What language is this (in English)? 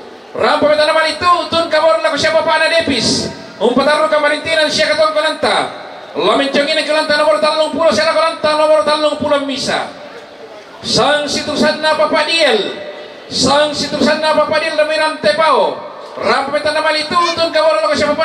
Toraja-Sa'dan